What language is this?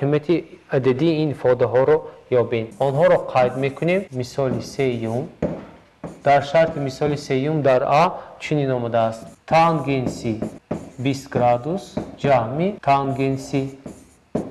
Tajik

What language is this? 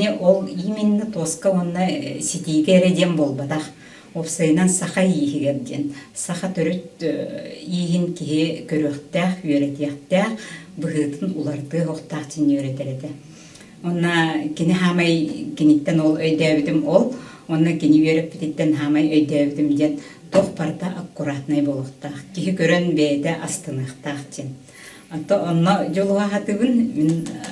Yakut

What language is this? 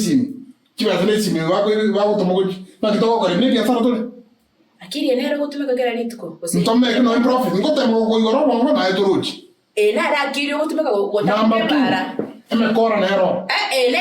Gusii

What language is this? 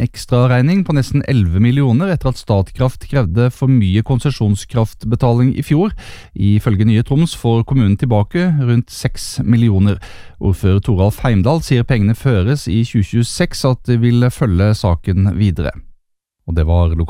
Norwegian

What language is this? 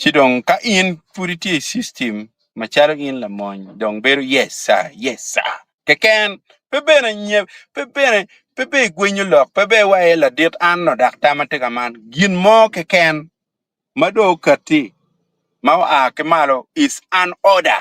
Acoli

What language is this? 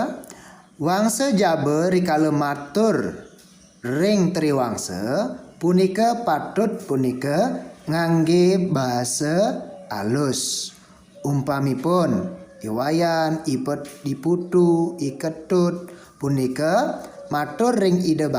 Balinese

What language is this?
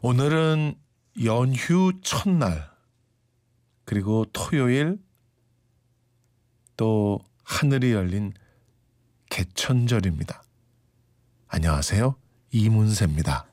Korean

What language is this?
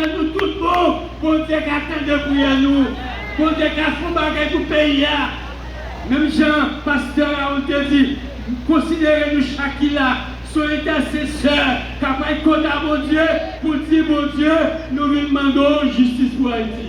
Haitian Creole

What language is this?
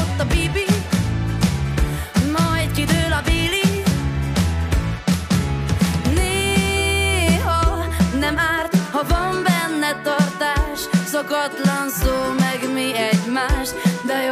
Hungarian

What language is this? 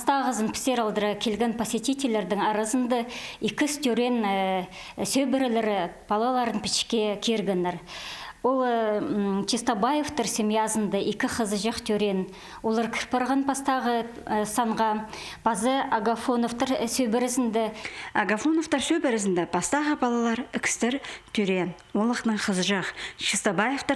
Khakas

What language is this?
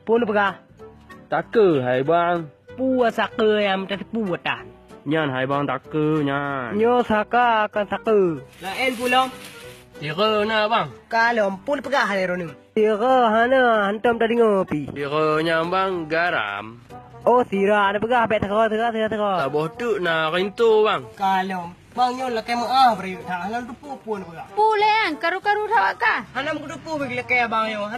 Achinese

